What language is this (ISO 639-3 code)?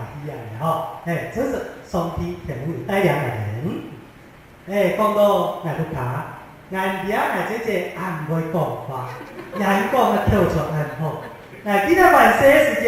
hak